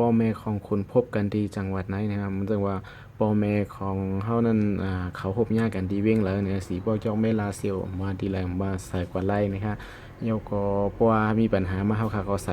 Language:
Shan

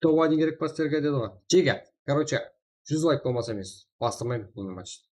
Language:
Kara-Kalpak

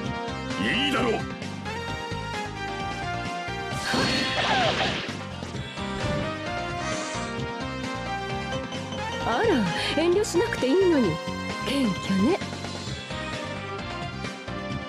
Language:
Japanese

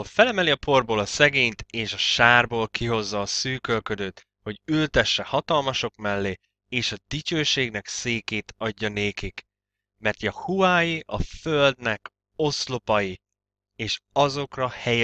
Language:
Hungarian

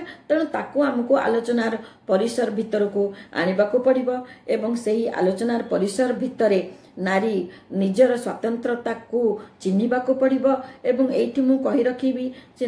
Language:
Odia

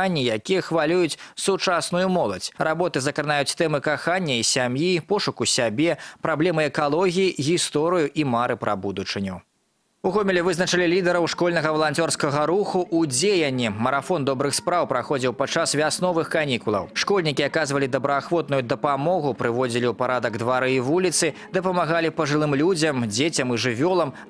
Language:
Belarusian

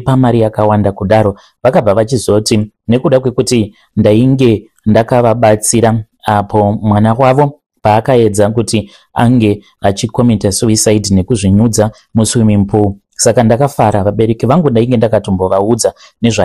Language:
Shona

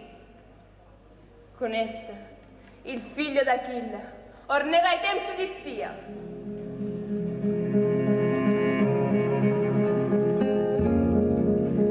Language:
Italian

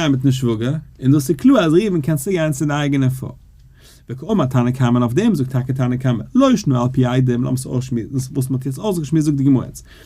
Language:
Yiddish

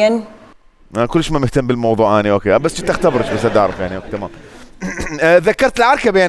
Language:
Mesopotamian Arabic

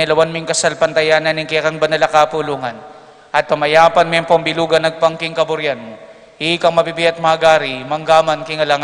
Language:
Pampanga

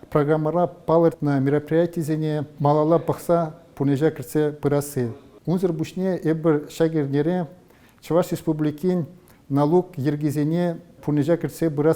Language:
Chuvash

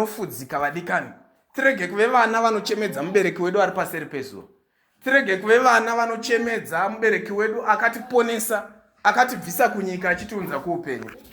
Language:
Shona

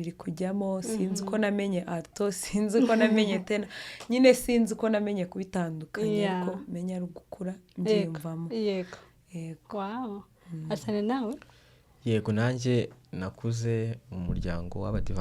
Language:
Kinyarwanda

